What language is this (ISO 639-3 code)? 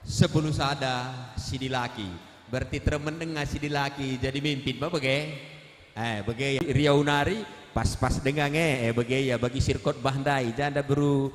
btx